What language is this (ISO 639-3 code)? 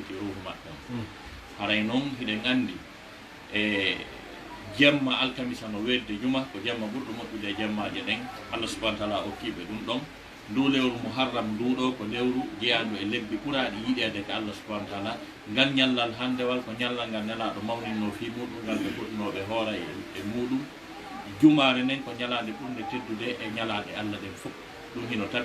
ful